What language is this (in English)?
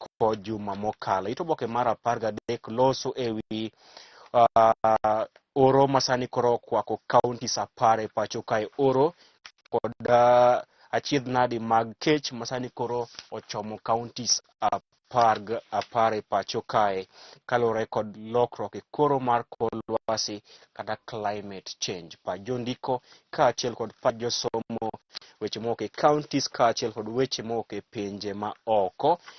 Luo (Kenya and Tanzania)